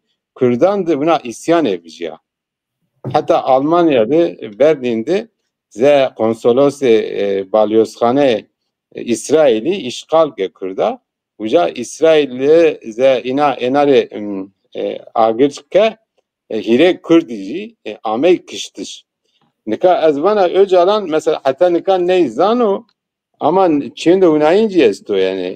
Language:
Zaza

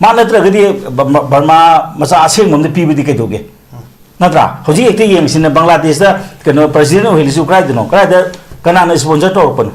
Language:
Manipuri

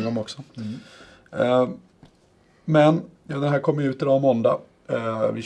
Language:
Swedish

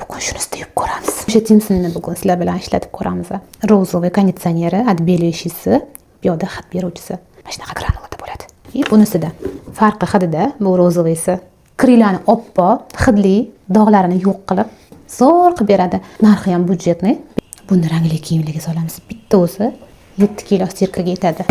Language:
Uzbek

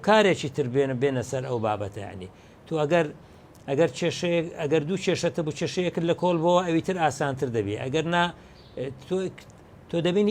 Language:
Central Kurdish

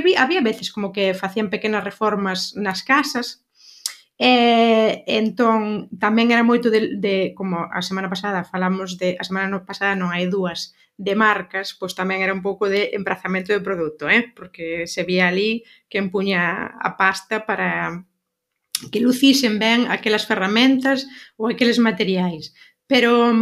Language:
Galician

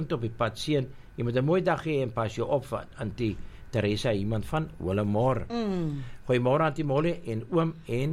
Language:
Afrikaans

